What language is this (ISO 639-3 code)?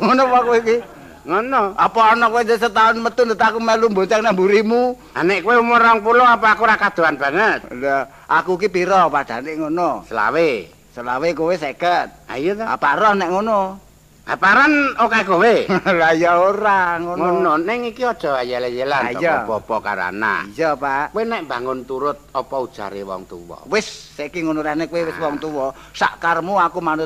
jav